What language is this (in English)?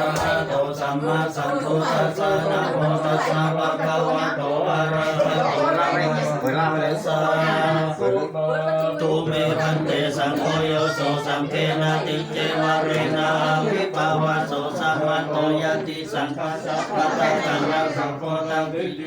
Pali